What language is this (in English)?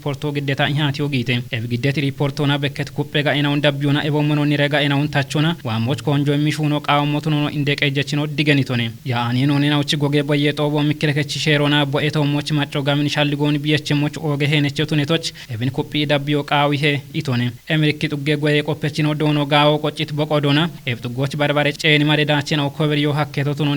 Kafa